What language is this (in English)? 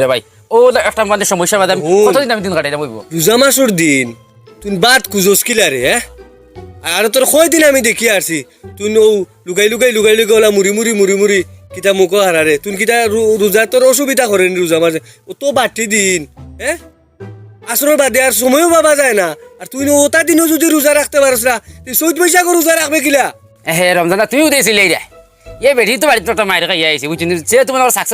Sylheti